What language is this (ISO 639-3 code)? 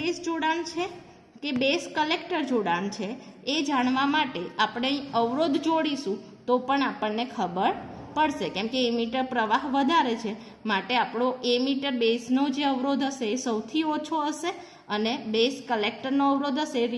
guj